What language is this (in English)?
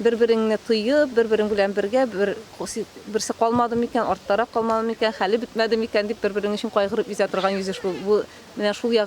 Tatar